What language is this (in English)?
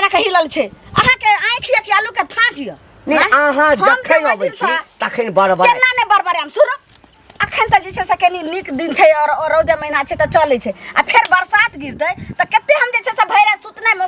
Maithili